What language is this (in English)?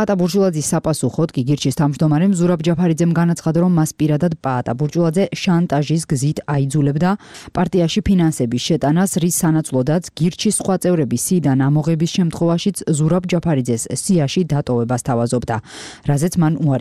Georgian